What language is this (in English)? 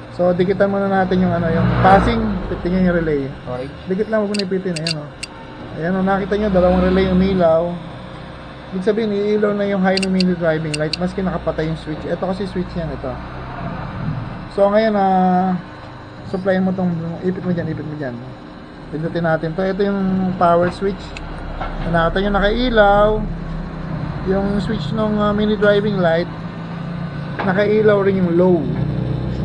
Filipino